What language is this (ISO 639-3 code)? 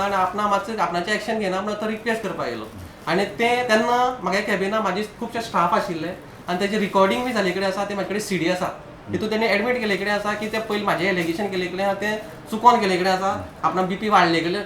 kok